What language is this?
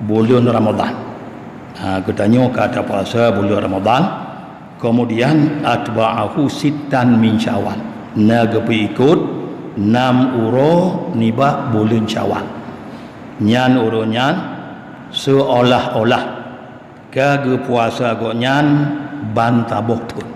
Achinese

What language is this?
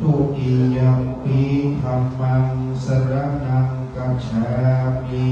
Pali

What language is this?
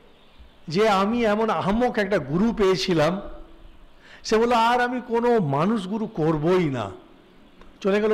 Bangla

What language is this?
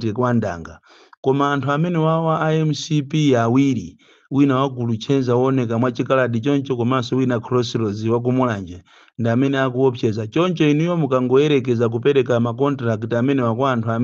Nyanja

